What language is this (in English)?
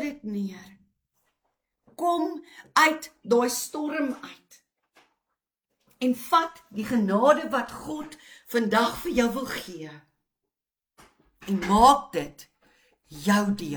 Afrikaans